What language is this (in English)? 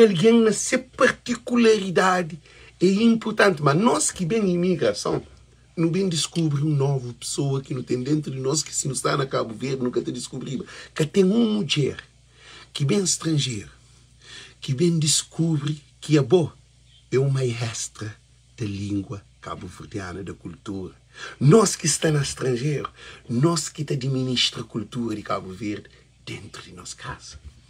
Kabuverdianu